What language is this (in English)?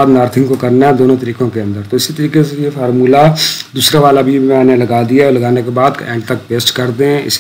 Hindi